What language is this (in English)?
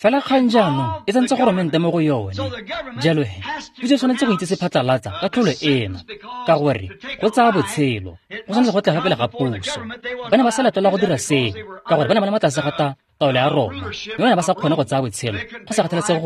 Tswana